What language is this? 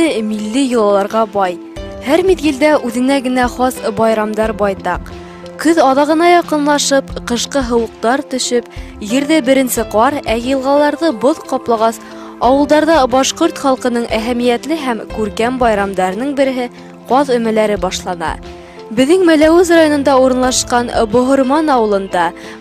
Bashkir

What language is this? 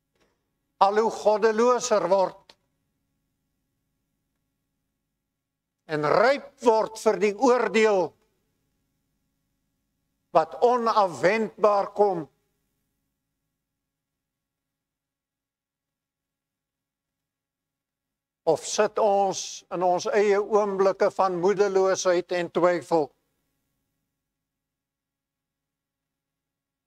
Afrikaans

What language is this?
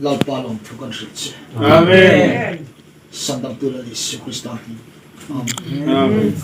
Hmar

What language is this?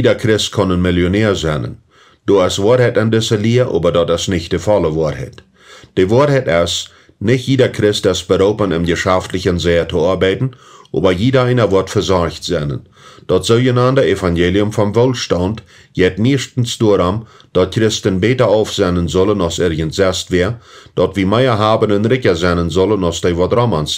Plautdietsch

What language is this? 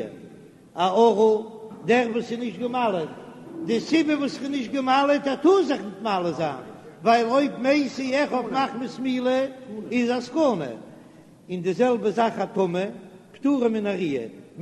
Yiddish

